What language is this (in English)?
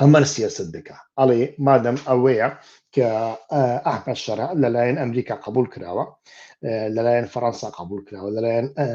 Central Kurdish